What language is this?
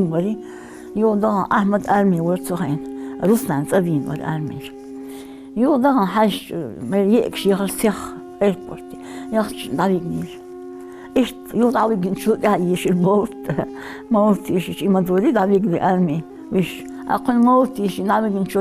Ingush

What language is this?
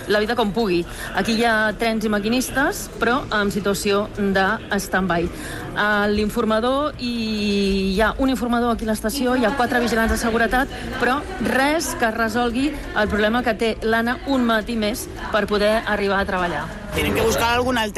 Catalan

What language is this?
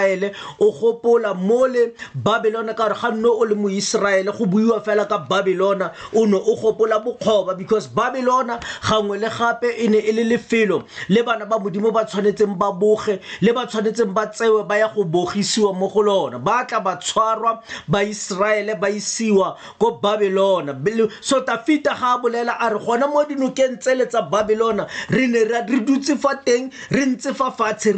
Tswana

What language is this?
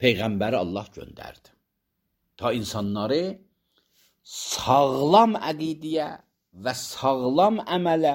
Azerbaijani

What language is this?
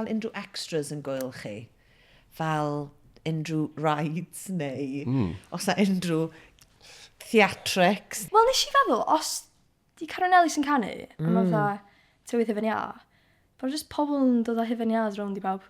Welsh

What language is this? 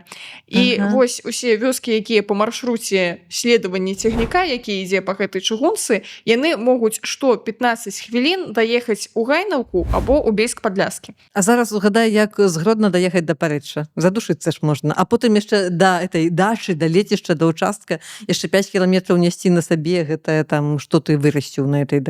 Belarusian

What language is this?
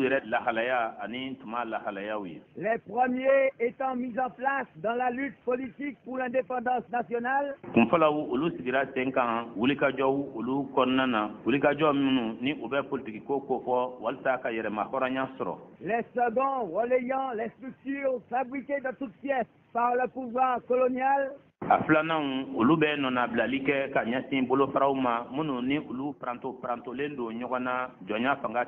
Bambara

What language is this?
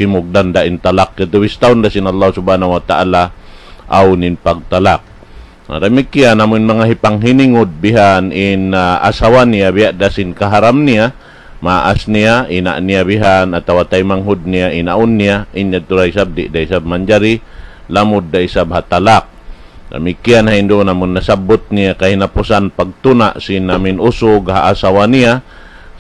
Tausug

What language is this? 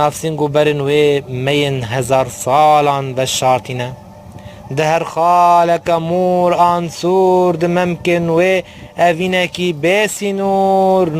Kurdish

